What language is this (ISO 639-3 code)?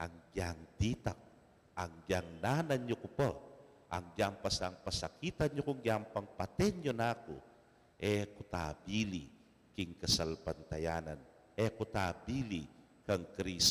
pam